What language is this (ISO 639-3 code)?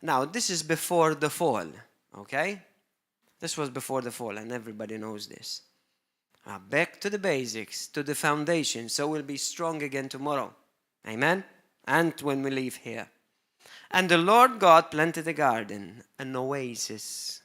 eng